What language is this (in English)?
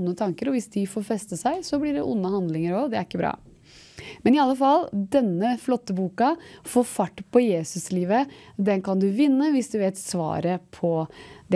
Norwegian